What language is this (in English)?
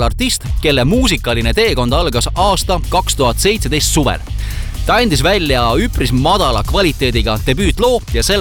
Estonian